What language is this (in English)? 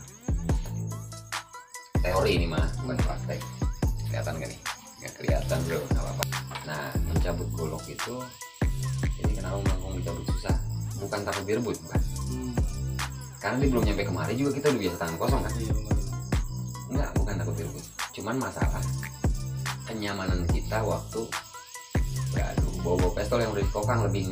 Indonesian